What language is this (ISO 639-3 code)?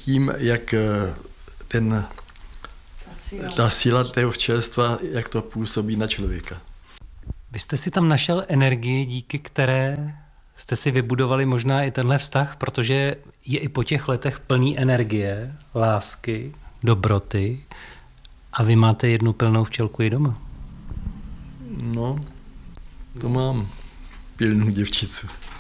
ces